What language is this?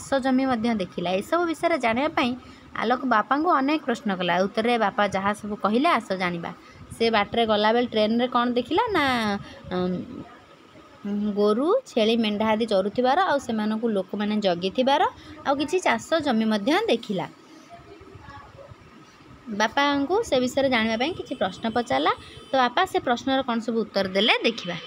Odia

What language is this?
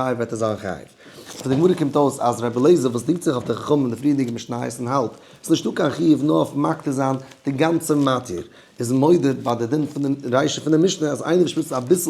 Yiddish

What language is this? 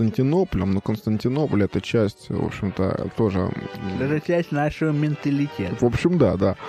Russian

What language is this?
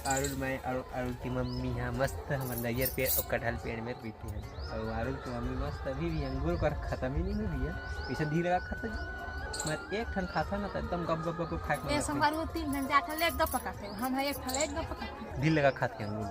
Chhattisgarhi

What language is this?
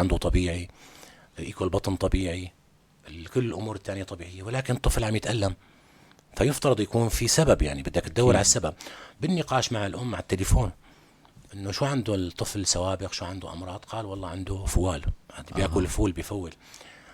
North Levantine Arabic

